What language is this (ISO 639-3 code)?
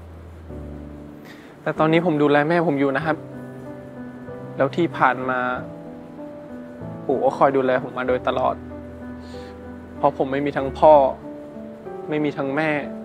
tha